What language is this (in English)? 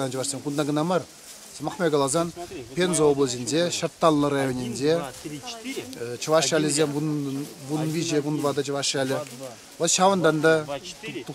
Chuvash